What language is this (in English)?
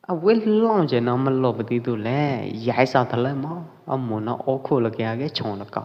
Pwo Eastern Karen